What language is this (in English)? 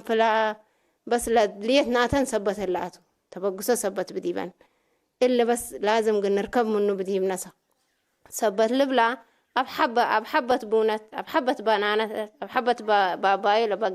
Tigre